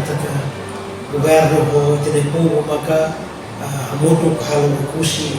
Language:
Tetum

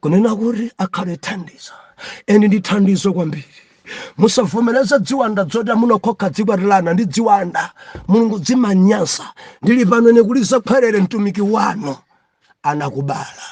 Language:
Nyanja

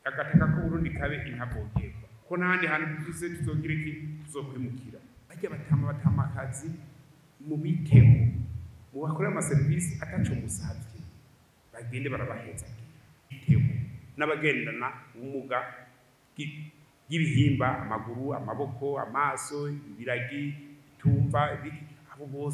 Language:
Rundi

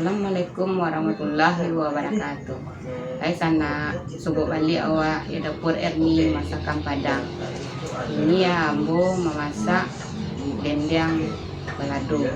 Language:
Minangkabau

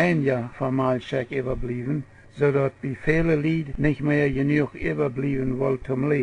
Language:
Plautdietsch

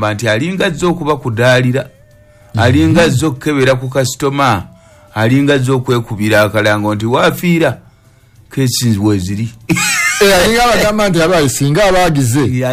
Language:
Ganda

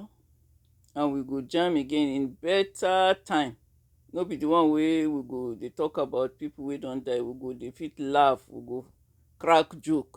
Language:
Nigerian Pidgin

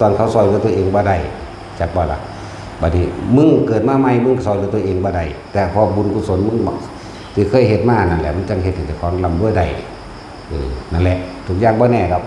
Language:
Northeastern Thai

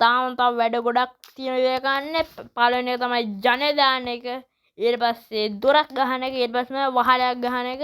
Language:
Sinhala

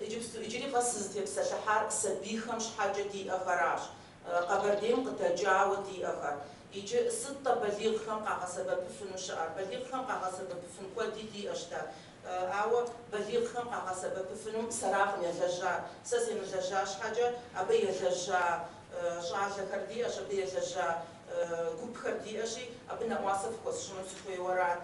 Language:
Kabardian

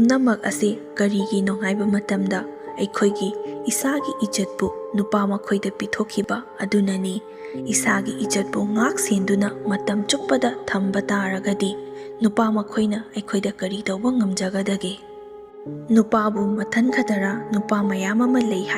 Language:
Manipuri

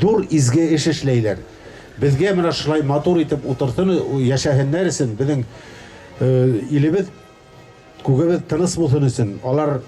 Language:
Bashkir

